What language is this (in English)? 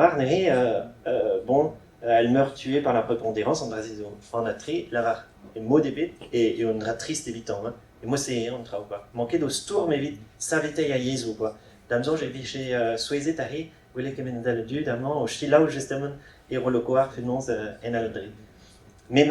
Breton